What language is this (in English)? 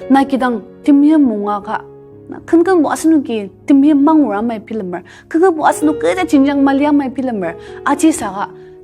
Ao Naga